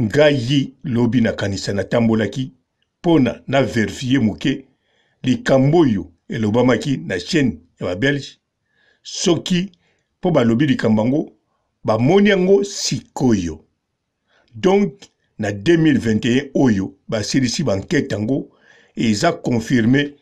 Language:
Lingala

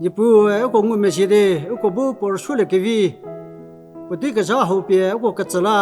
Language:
Angami Naga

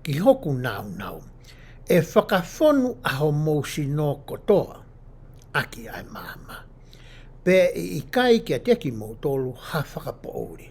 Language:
Tongan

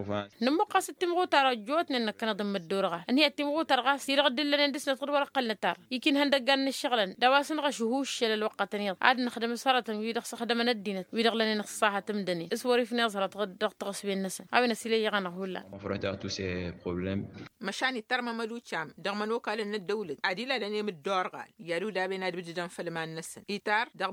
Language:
Tamasheq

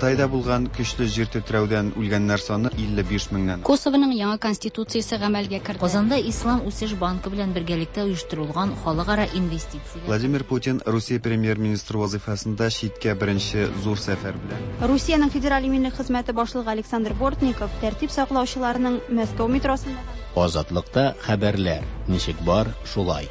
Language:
Tatar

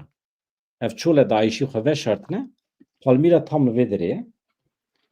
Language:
Kurdish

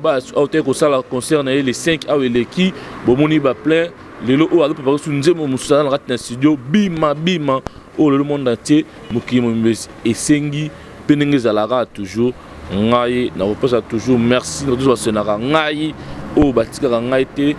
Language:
Lingala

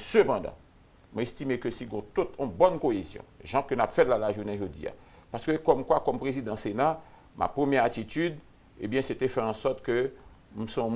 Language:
Haitian Creole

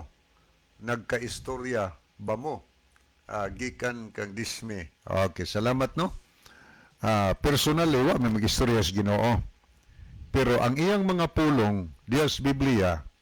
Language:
Cebuano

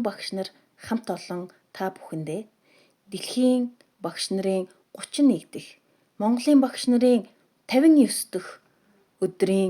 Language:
Mongolian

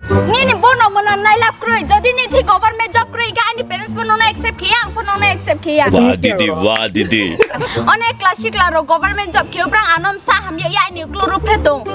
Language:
Kok Borok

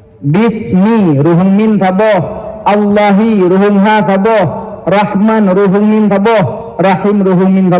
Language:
Achinese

